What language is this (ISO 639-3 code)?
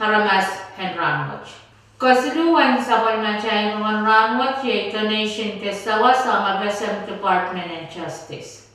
pon